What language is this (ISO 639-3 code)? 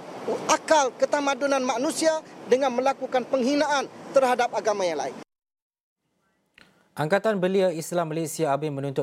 msa